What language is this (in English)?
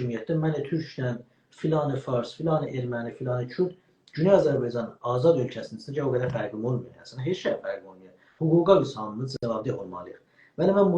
South Azerbaijani